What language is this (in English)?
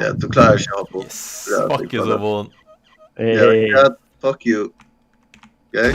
Faroese